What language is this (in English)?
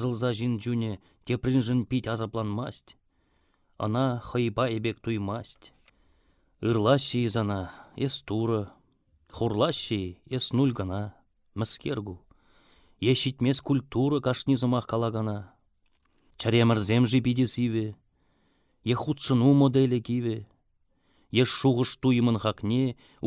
Chuvash